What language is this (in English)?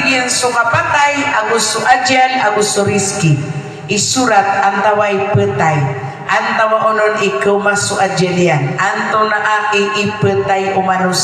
Maranao